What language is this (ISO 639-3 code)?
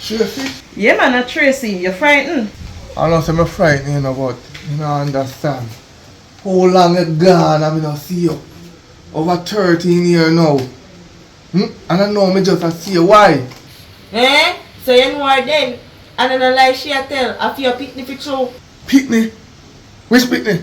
jam